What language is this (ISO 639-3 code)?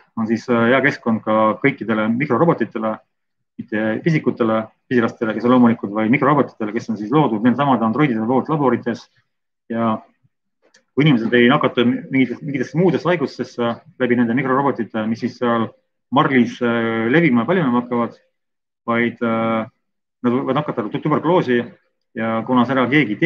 est